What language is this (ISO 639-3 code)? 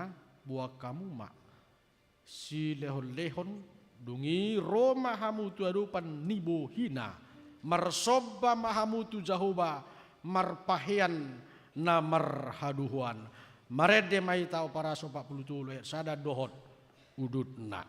bbc